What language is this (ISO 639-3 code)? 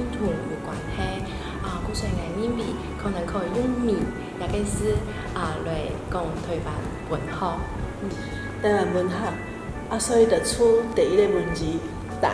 nan